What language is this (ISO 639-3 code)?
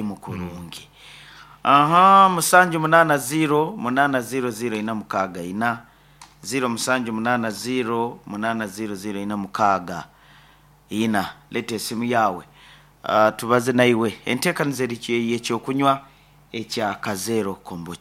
nyo